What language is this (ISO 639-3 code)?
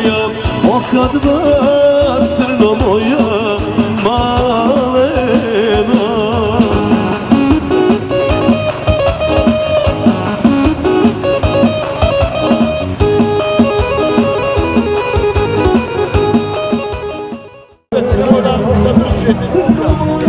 hrv